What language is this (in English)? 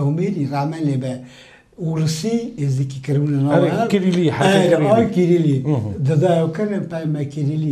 Kurdish